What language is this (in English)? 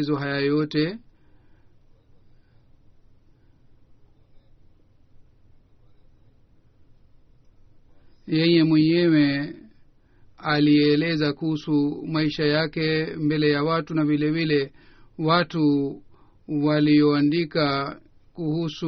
Swahili